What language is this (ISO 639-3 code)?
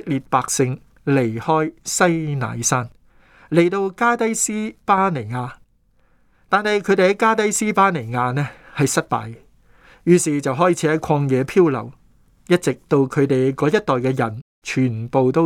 yue